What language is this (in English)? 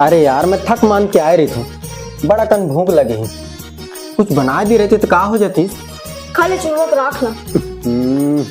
Chhattisgarhi